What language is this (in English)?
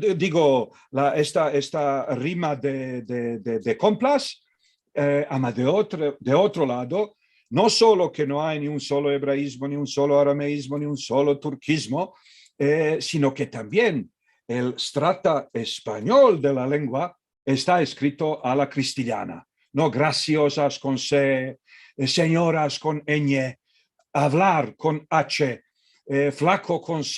Ladino